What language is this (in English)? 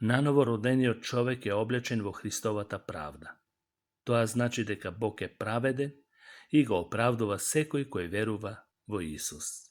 Macedonian